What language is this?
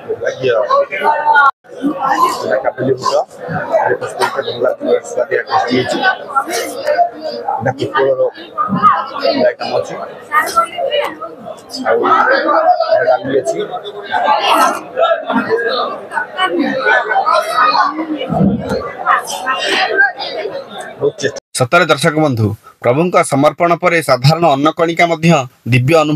Odia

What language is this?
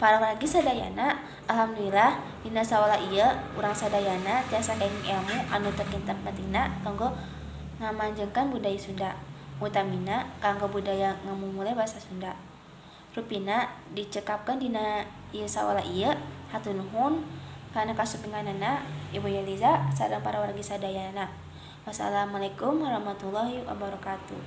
Sundanese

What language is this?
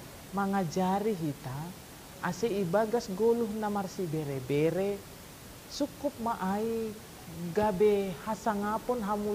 Batak Simalungun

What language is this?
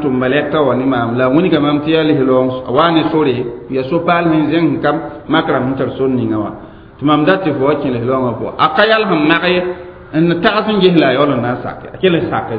Mossi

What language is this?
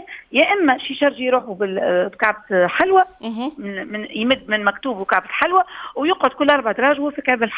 Tunisian Arabic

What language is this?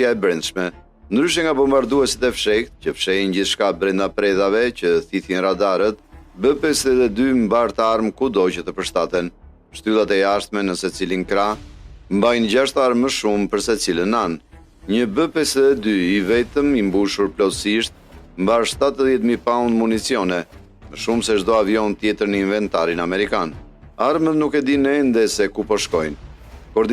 Albanian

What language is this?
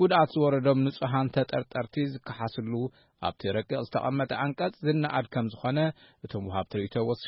Tigrinya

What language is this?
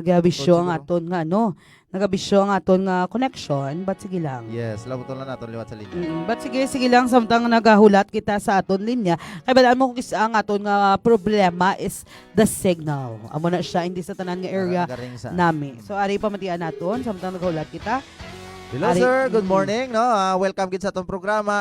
Hiligaynon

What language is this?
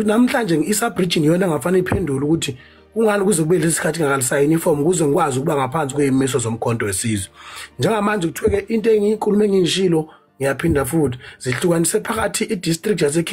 Zulu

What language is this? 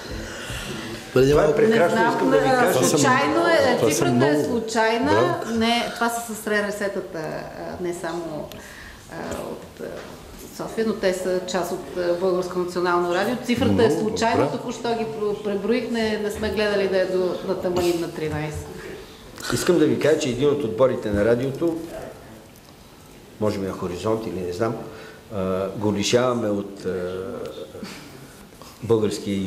Bulgarian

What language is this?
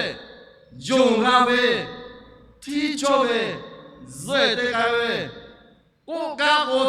Lahu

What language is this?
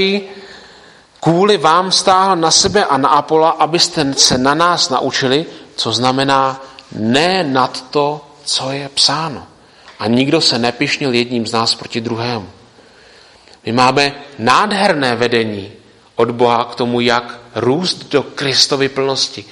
Czech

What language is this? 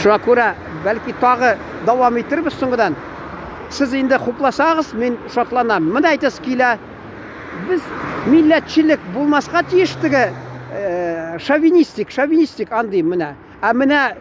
Tatar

